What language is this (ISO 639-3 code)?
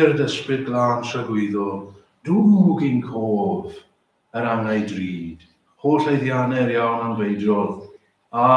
cym